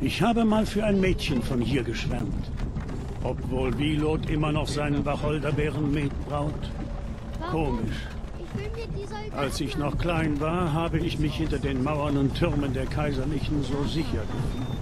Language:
Swiss German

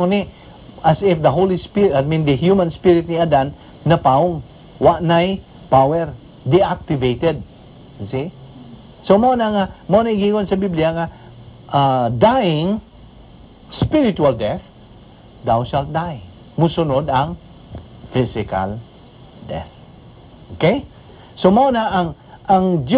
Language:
Cebuano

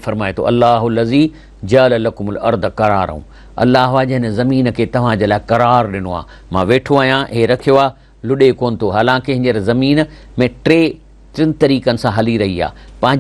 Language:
Sindhi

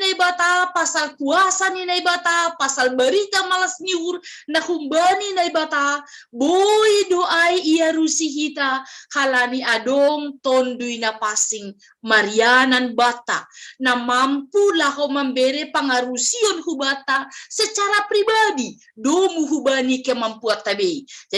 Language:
Batak Simalungun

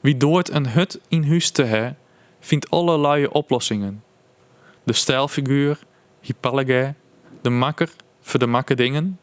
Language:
Western Frisian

